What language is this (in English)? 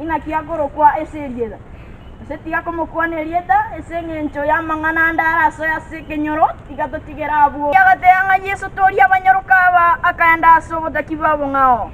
Gusii